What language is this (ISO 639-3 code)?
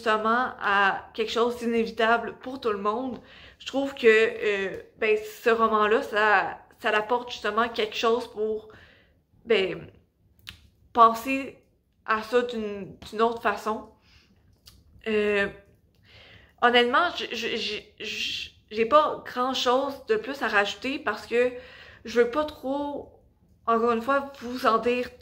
fra